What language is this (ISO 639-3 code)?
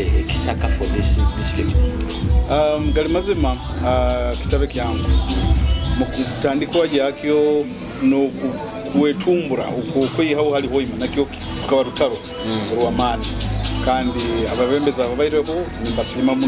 nyo